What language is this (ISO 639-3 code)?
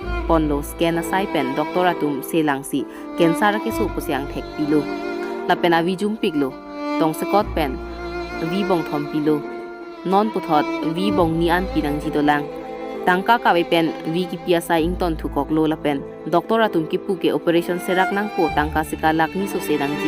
mjw